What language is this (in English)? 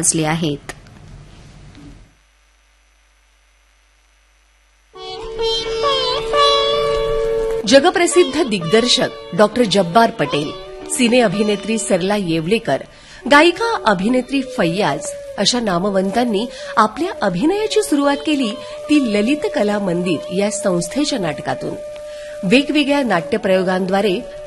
Marathi